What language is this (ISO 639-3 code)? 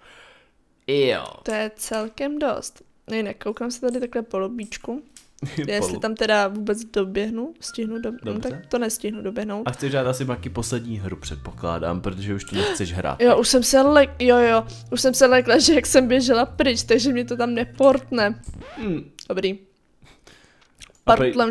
ces